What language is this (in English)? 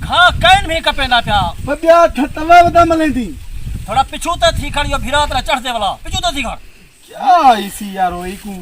Saraiki